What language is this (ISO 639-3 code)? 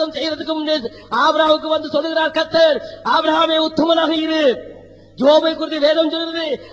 tam